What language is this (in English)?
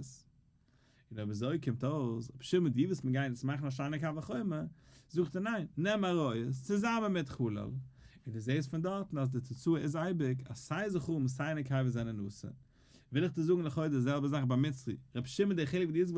Yiddish